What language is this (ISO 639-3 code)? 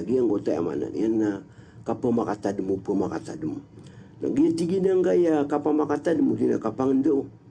mrw